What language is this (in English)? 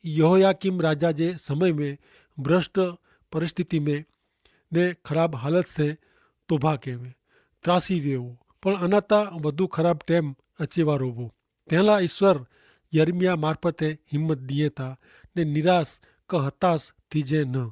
Kachhi